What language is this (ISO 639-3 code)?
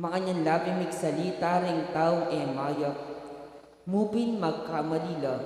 pam